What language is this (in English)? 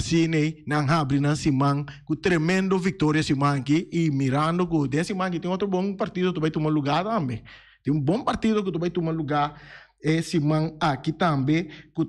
Papiamento